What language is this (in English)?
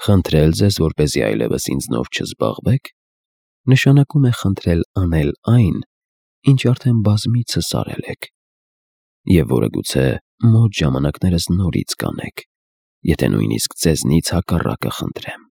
Armenian